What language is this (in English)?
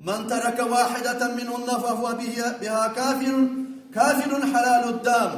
Kumyk